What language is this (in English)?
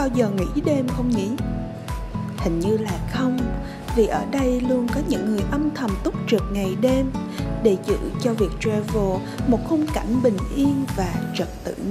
Vietnamese